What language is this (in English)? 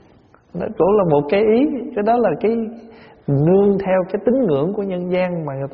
Vietnamese